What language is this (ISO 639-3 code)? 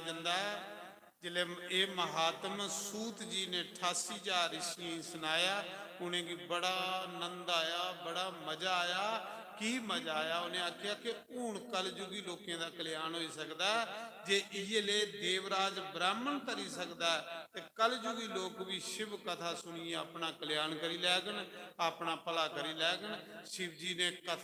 doi